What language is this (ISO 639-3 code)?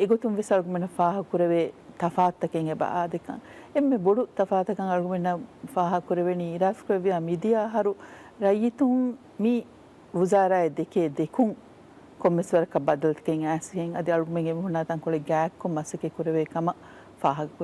div